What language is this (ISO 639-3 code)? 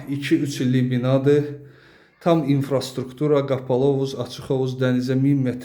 aze